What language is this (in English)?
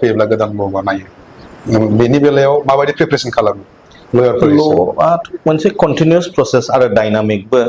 Bodo